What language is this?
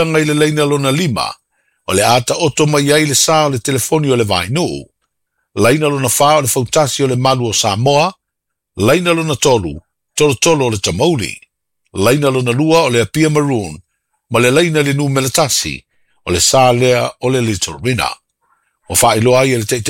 Samoan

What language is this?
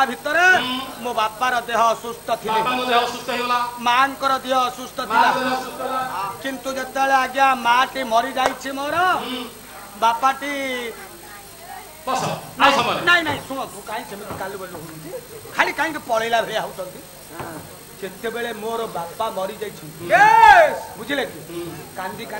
Odia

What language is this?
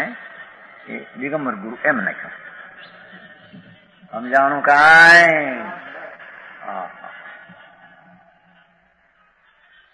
Gujarati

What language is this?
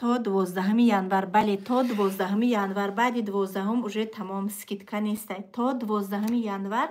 Tajik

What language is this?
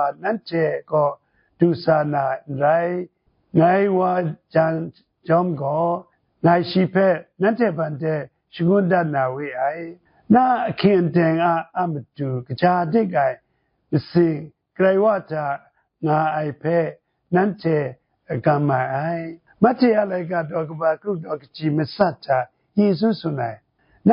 Kachin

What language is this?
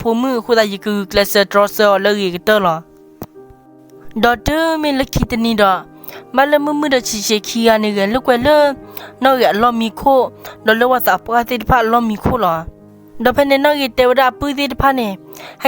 S'gaw Karen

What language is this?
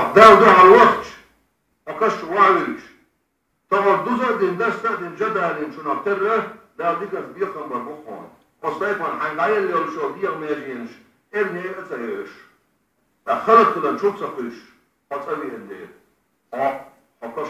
Chechen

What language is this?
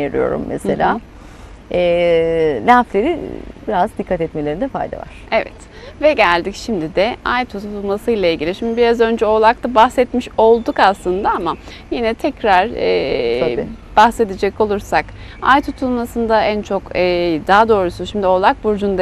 Turkish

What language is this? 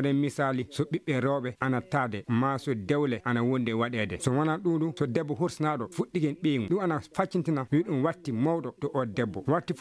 Maasina Fulfulde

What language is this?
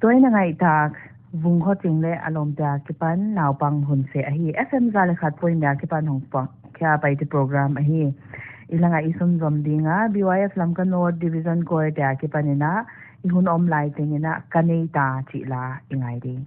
Paite Chin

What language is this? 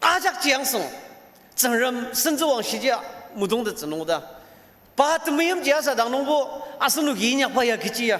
Ao Naga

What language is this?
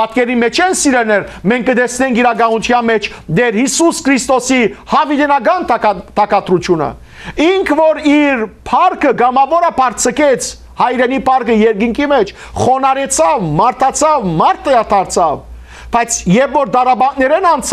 Western Armenian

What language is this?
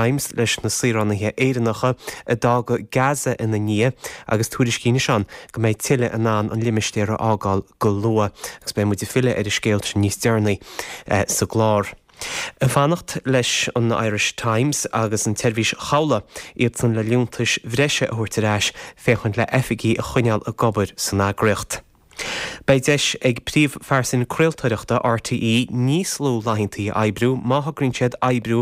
Irish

